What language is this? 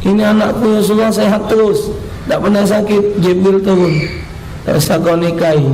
Musi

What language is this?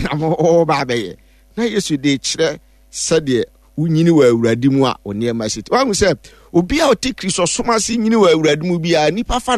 Akan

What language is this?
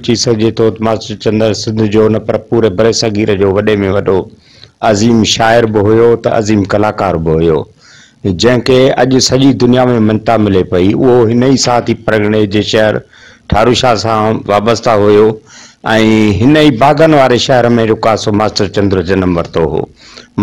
Sindhi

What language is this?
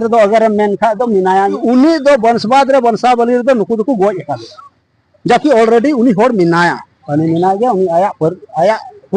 Santali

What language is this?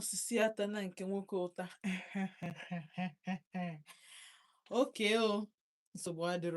Igbo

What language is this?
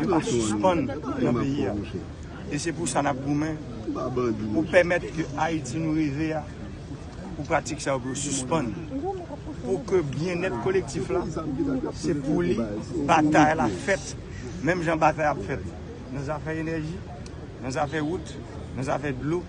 Haitian Creole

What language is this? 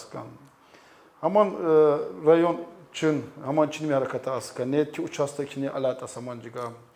Tsakhur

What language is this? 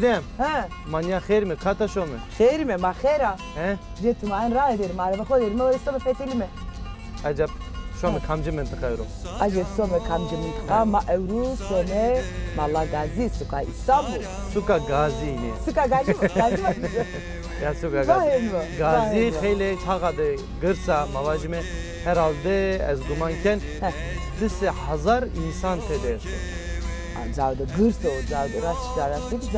Zaza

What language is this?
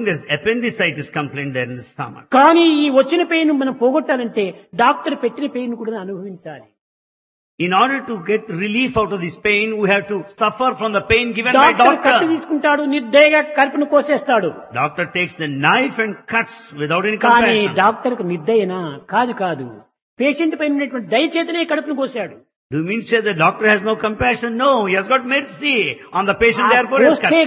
Telugu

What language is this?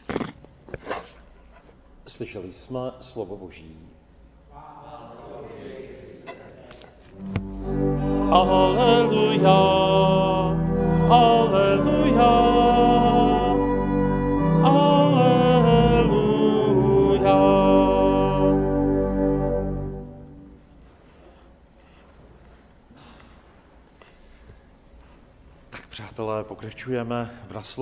Czech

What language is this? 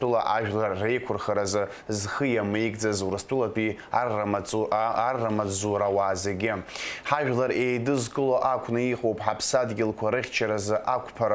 Abkhazian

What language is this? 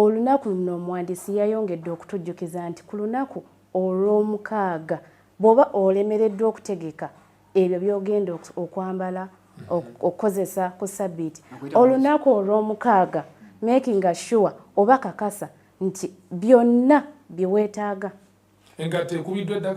Ganda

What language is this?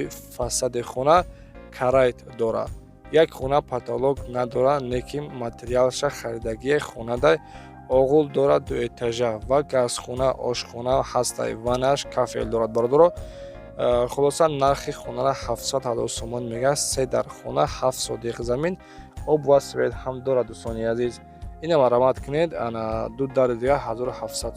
Tajik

